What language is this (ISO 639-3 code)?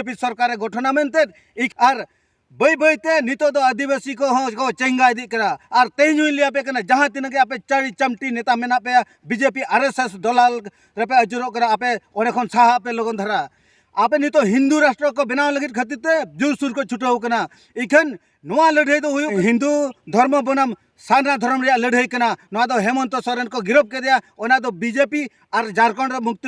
sat